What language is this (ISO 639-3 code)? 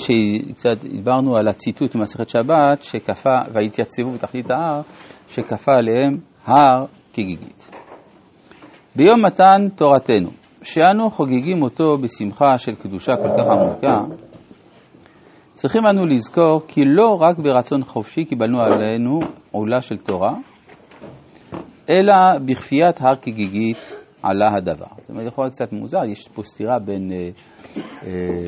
heb